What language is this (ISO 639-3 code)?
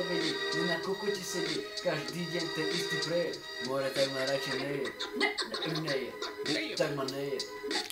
slk